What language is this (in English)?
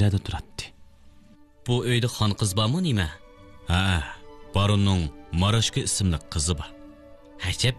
Uyghur